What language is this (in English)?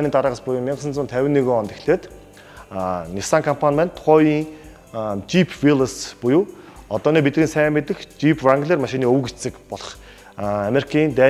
Mongolian